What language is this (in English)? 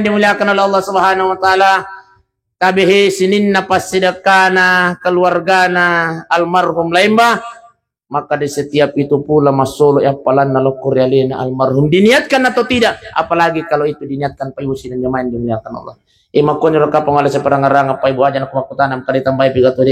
Buginese